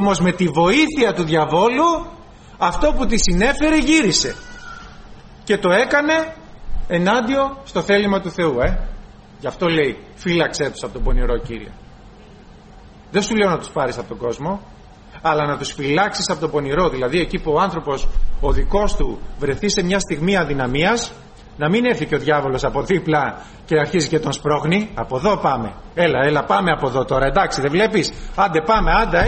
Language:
Greek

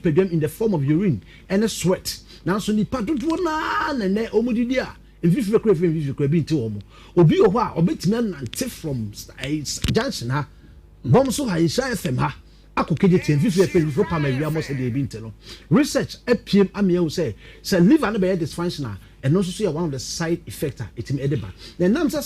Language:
Akan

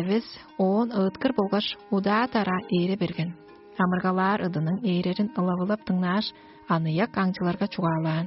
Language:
Tuvinian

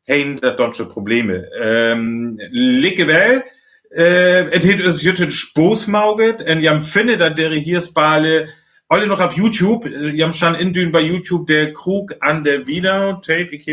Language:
Northern Frisian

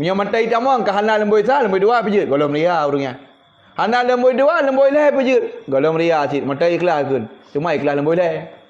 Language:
Achinese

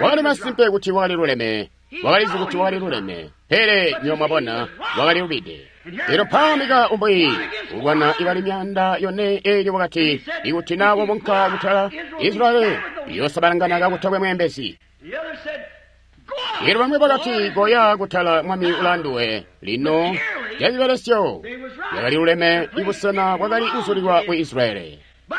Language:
Tonga (Zambia)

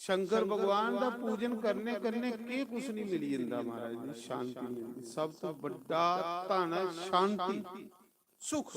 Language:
Dogri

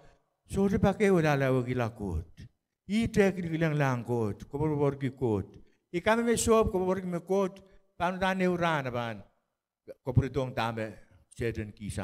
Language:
Pohnpeian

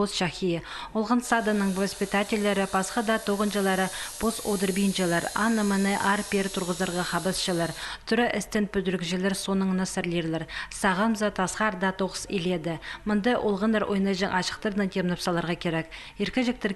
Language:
Khakas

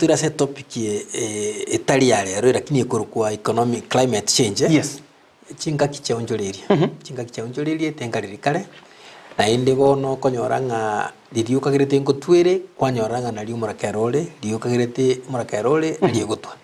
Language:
Gusii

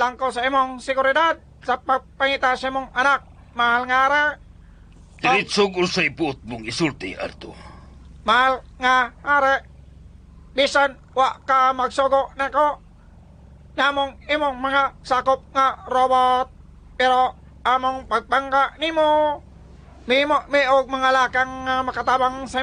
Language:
Cebuano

